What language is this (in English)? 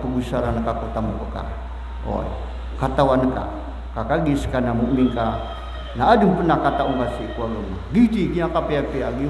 Maranao